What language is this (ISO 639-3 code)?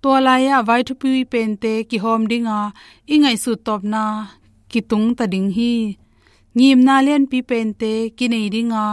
ctd